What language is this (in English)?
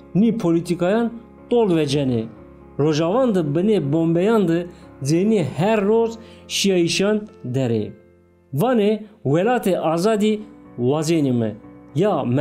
Zaza